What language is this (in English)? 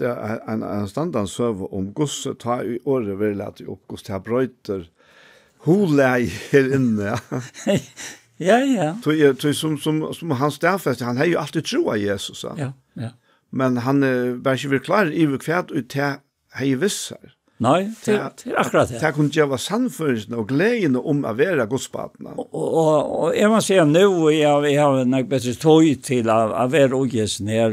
Faroese